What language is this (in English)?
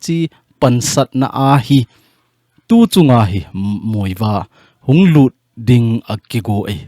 Thado Chin